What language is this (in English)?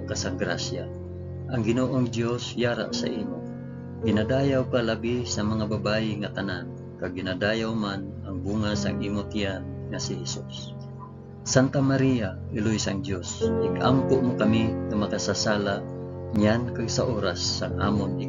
Hiligaynon